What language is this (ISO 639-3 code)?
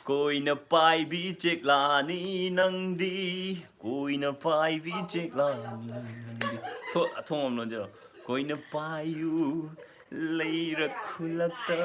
mni